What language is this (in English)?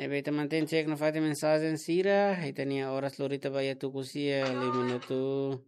Tetum